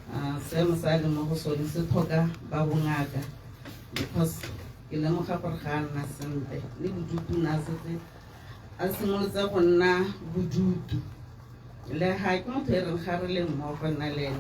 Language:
Tswana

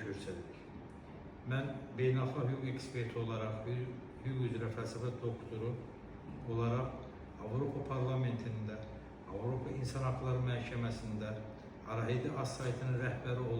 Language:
Azerbaijani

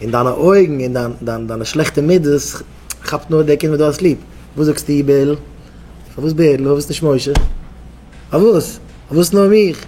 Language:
Yiddish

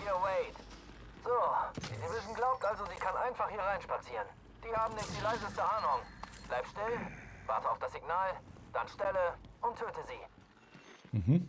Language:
Bavarian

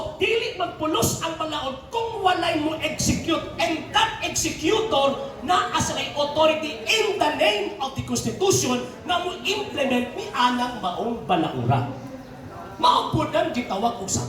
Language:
Cebuano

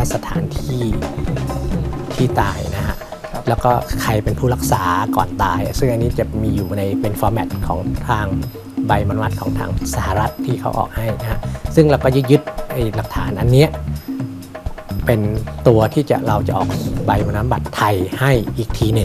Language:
Thai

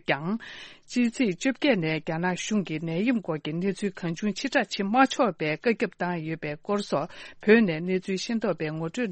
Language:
Tibetan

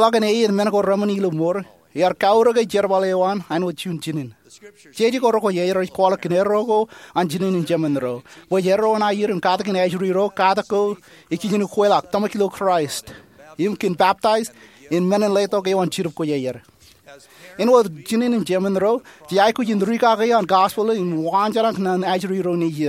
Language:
Marshallese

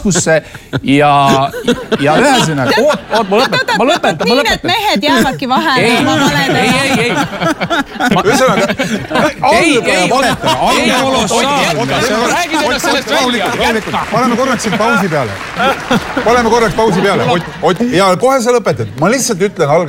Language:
Estonian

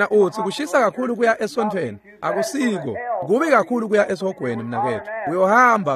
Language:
Swati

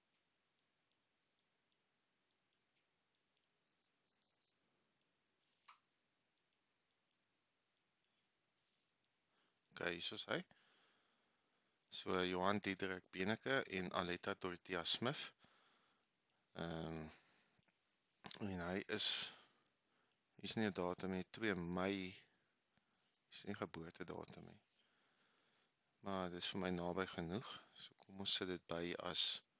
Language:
Afrikaans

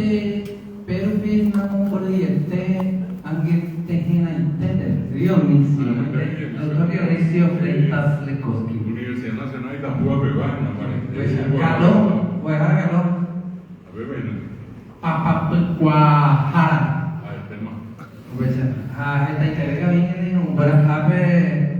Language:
Guarani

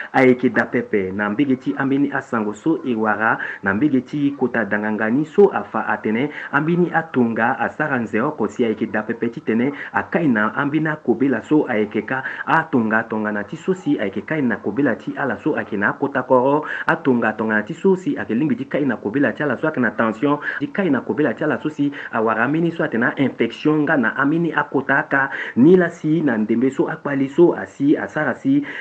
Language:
Sango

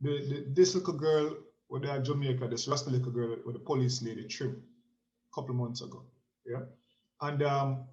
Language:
Jamaican Creole English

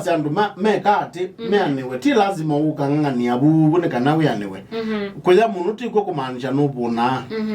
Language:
Kamba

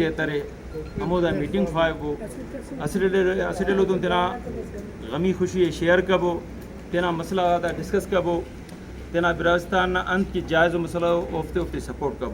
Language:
Brahui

